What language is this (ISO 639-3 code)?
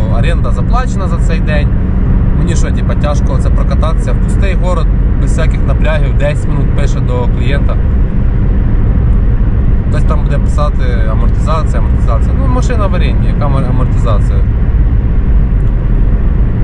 ukr